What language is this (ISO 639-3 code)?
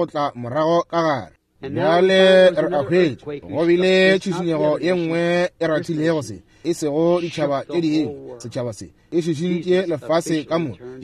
nso